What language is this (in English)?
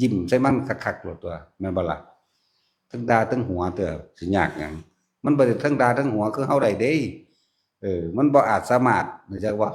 Northeastern Thai